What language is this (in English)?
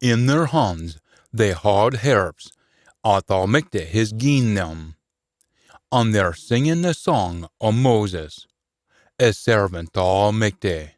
Scots